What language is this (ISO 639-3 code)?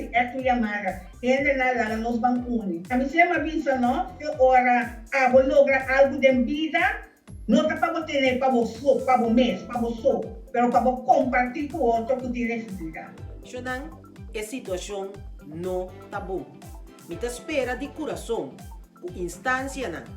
pap